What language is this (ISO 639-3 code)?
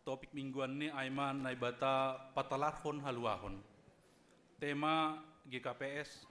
bts